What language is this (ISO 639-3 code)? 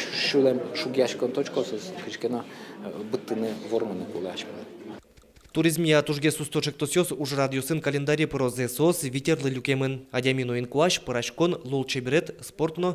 udm